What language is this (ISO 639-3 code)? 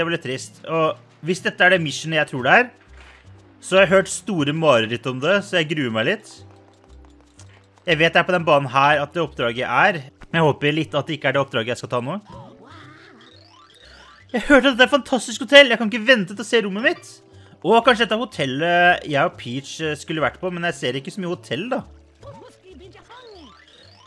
nor